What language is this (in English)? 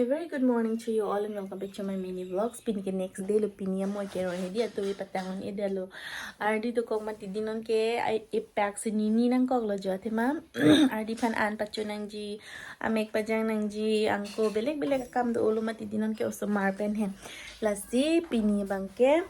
Karbi